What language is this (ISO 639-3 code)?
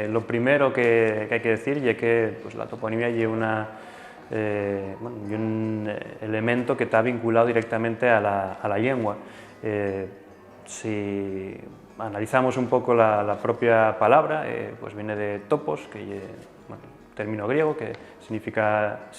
ast